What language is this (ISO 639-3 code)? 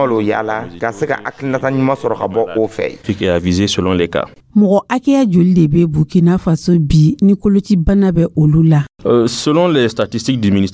dyu